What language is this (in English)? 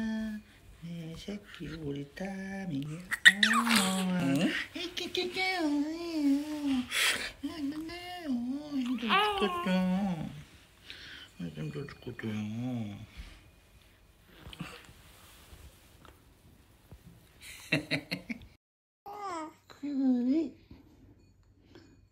Korean